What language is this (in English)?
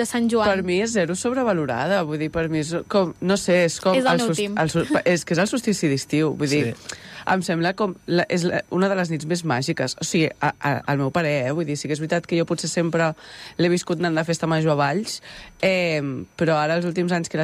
Catalan